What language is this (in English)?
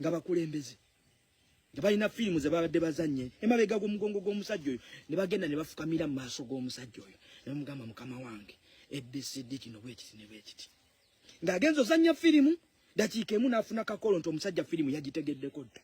Ganda